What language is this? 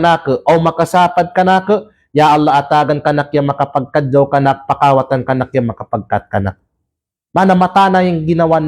Kalagan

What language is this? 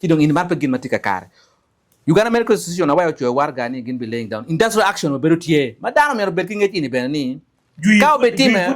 Acoli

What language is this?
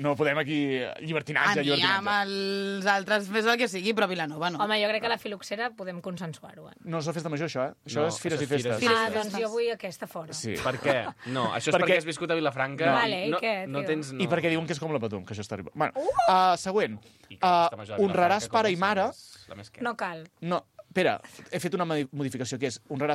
Catalan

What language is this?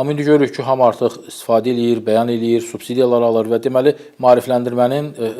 Azerbaijani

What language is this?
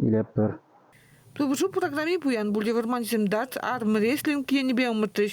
Chuvash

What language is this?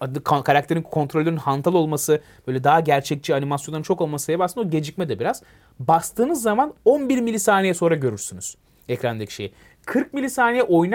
Turkish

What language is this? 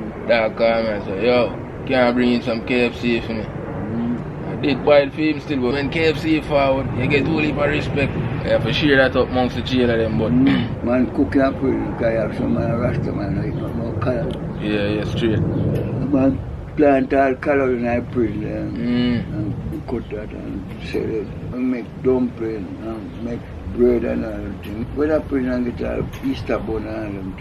Jamaican Creole English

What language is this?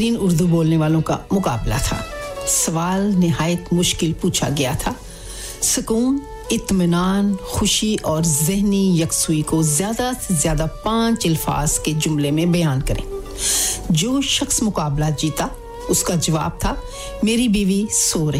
Urdu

